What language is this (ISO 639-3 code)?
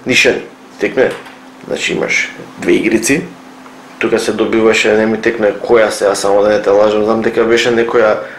mkd